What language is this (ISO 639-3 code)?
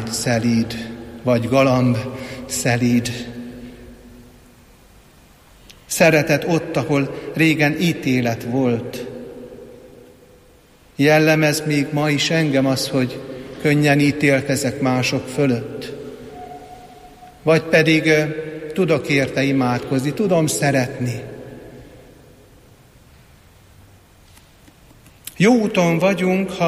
hun